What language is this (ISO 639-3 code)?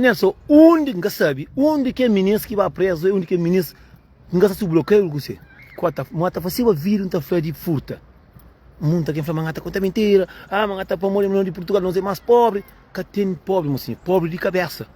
kea